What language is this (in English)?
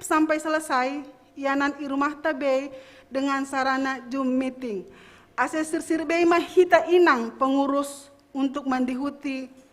Batak Simalungun